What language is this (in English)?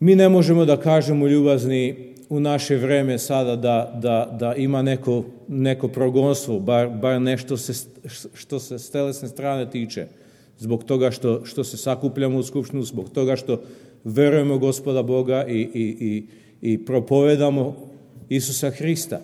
Serbian